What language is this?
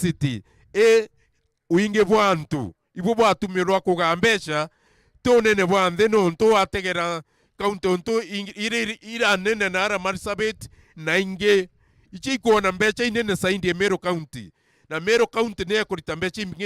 Meru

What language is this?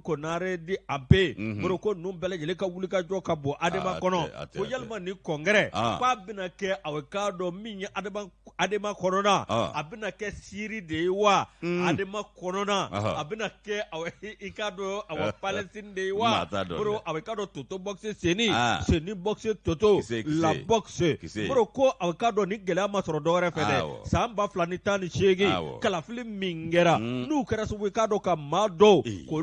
Bambara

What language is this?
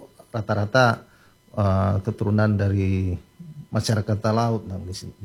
Indonesian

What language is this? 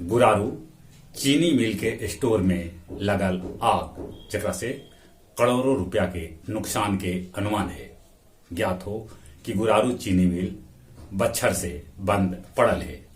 Magahi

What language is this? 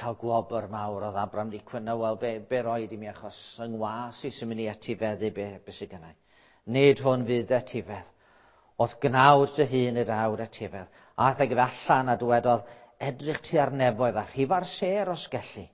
Welsh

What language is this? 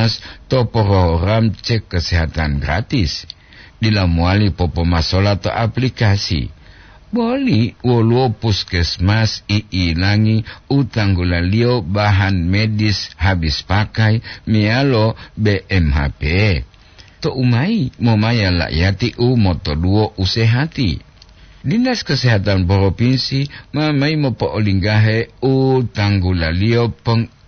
Gorontalo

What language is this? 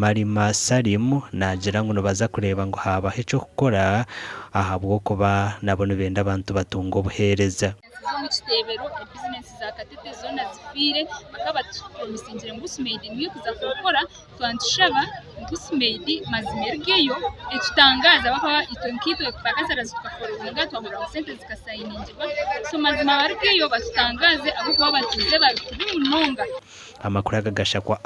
Nyankole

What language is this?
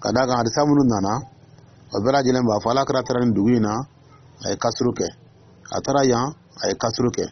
Dyula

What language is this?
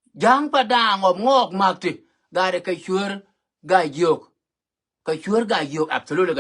Nuer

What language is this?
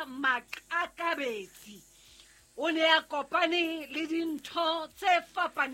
Southern Sotho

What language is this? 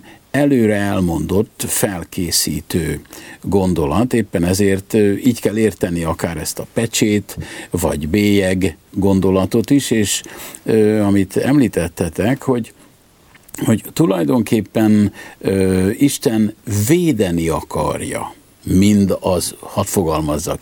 Hungarian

